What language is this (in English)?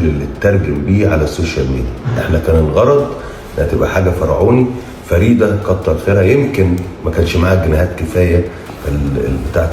Egyptian Arabic